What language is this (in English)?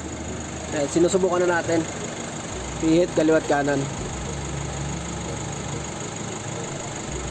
Filipino